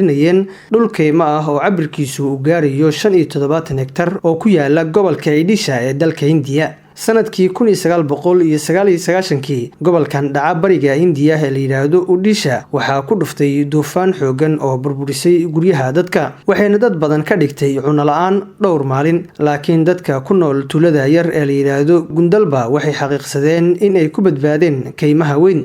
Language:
Somali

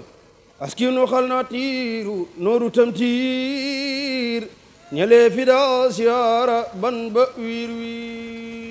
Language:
Wolof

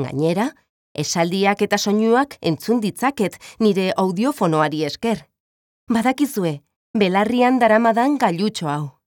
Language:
Basque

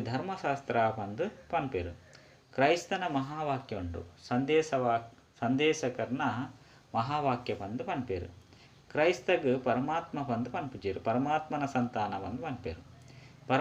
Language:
Tulu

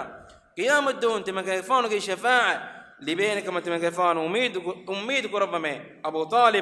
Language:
Divehi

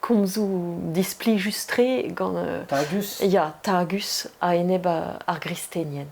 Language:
Breton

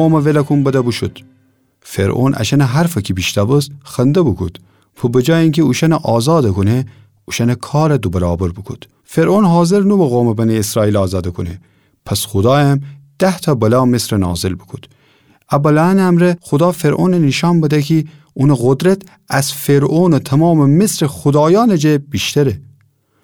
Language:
Gilaki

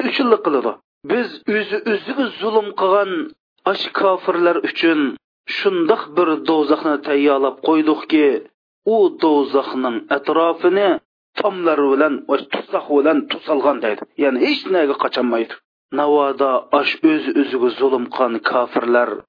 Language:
Uyghur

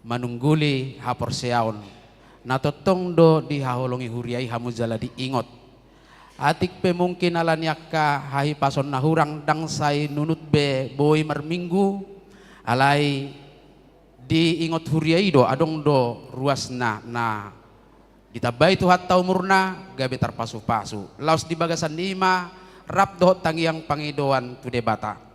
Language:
Batak Toba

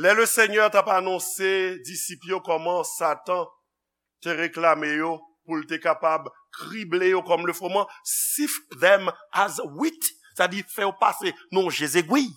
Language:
Haitian Creole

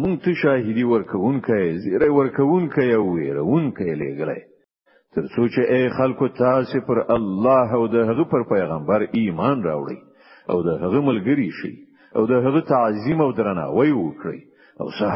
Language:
Pashto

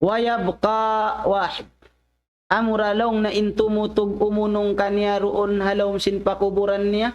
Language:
Tausug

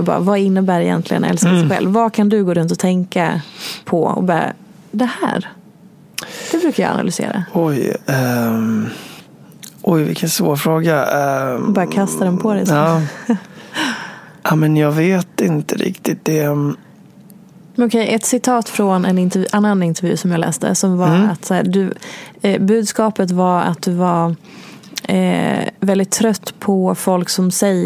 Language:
Swedish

